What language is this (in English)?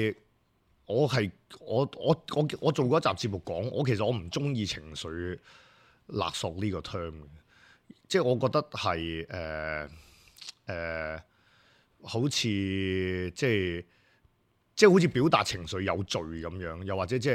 Cantonese